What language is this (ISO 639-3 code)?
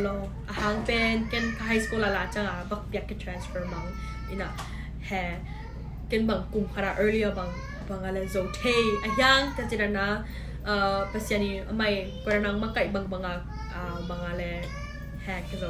ctd